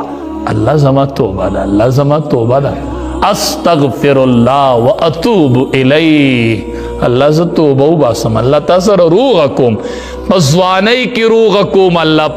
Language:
Pashto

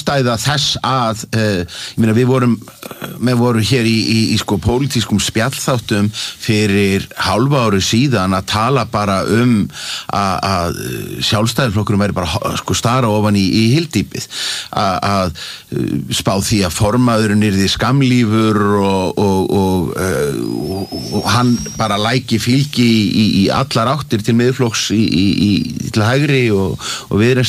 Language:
Icelandic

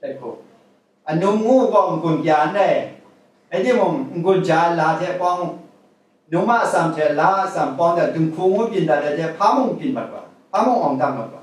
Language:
Kachin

